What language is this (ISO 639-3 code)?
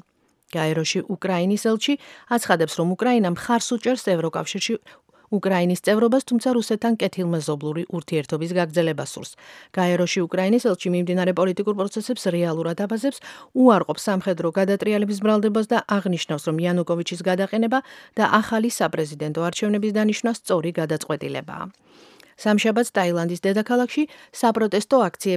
kat